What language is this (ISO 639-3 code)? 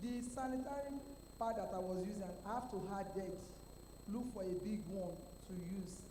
ewe